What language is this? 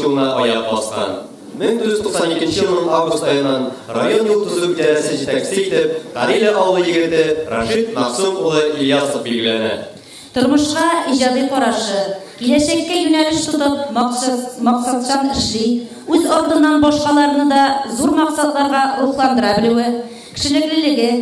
Tatar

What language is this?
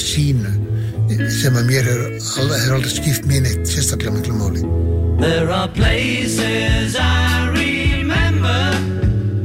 Icelandic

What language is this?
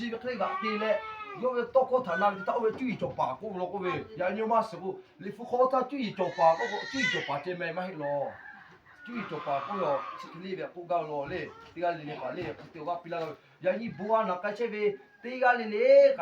Lahu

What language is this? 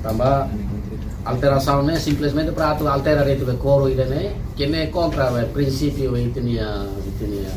Tetum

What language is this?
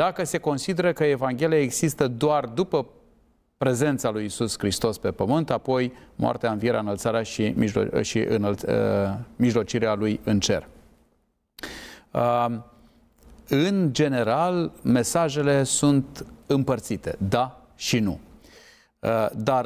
Romanian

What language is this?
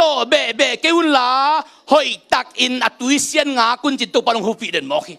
Tedim Chin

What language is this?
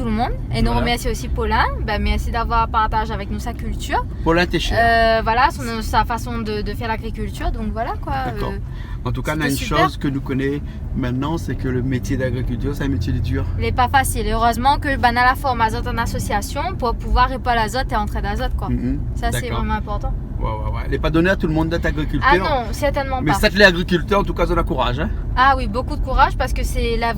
Réunion Creole French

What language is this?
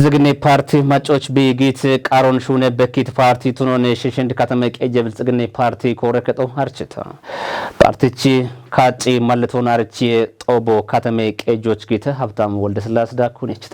Kafa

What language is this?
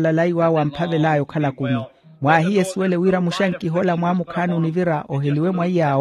Makhuwa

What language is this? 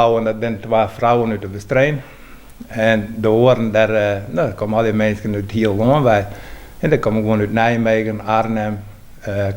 Western Frisian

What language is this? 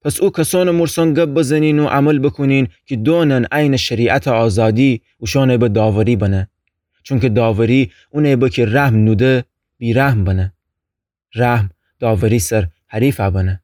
Gilaki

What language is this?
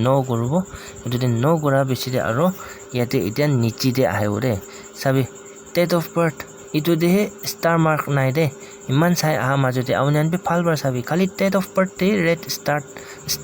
Naga Pidgin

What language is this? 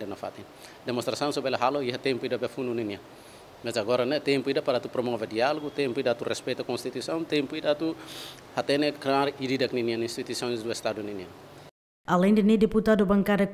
Tetum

